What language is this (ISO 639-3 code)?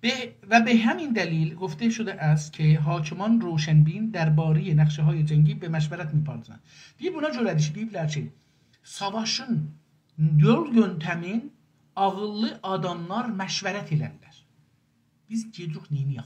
azb